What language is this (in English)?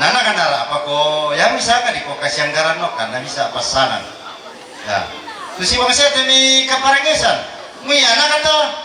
Toraja-Sa'dan